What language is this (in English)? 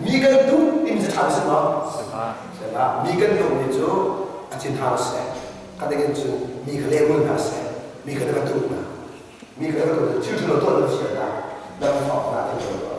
Hakha Chin